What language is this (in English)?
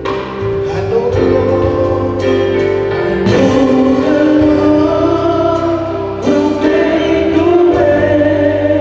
Tongan